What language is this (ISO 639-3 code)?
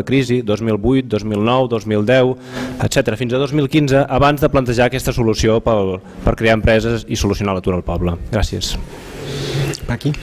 cat